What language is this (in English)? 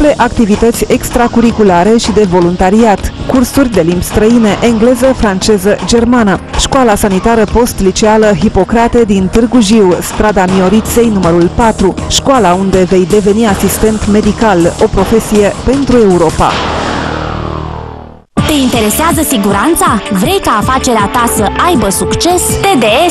Romanian